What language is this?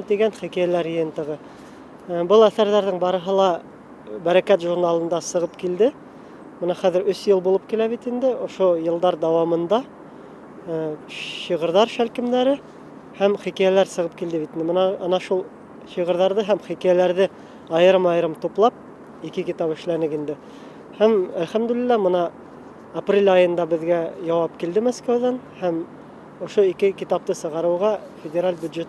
Bashkir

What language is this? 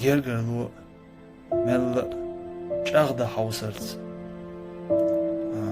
Chechen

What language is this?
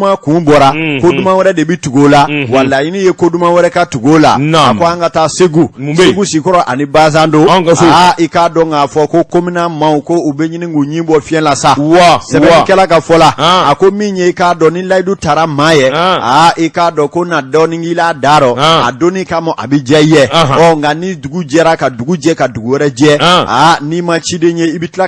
Bambara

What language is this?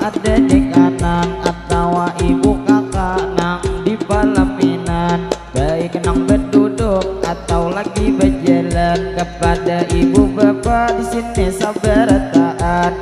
Banjar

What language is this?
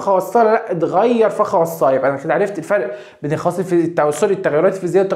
Egyptian Arabic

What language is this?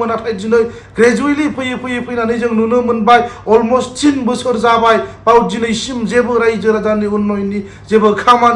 Bodo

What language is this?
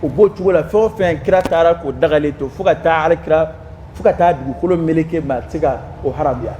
Dyula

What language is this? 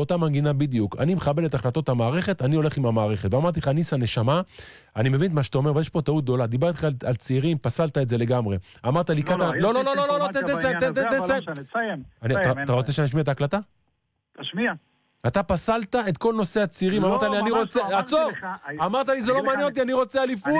Hebrew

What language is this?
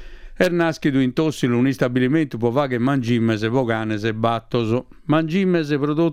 Sardinian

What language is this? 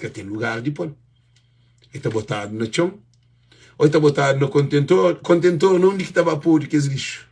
Kabuverdianu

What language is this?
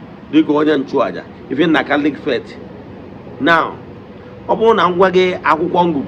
Igbo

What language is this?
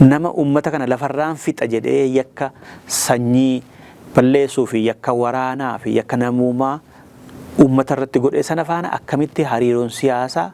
Oromo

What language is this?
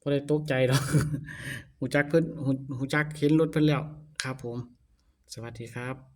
Lao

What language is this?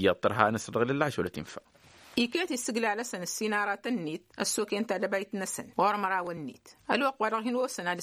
Tamasheq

